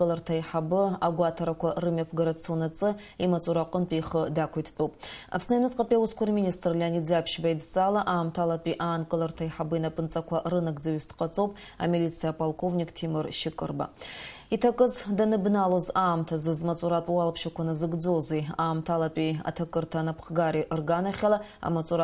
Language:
Abkhazian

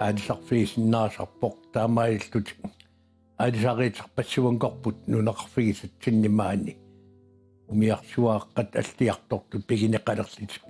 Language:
Kalaallisut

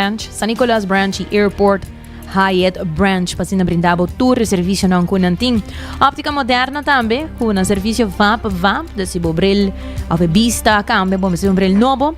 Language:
Papiamento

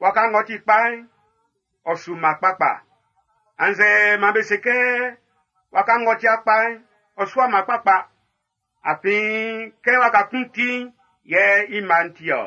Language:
Baoulé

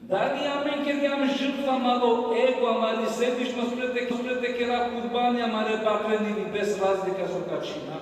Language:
Balkan Romani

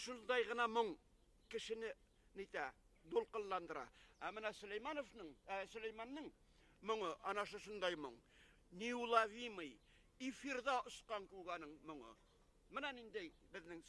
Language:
Bashkir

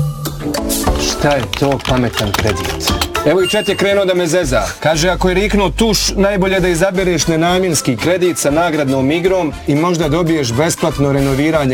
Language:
Bosnian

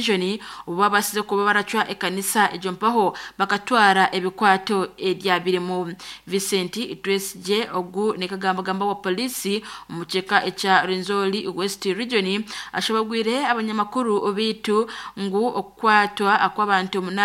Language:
Nyankole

